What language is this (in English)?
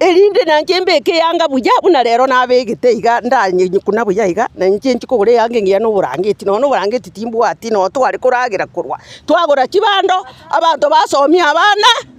Gusii